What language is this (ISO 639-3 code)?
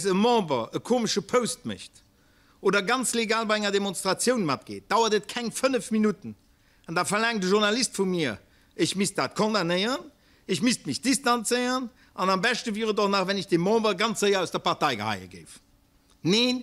ltz